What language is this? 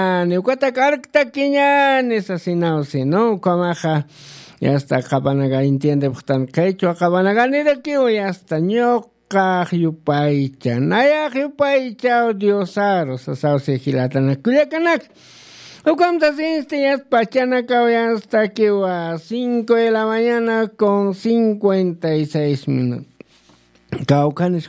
Aymara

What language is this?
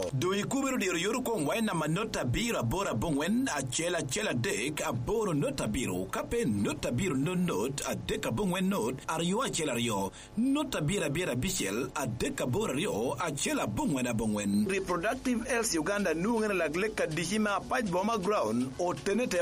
Lango (Uganda)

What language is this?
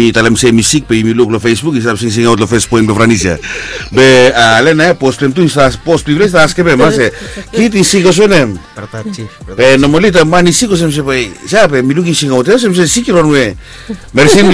Bislama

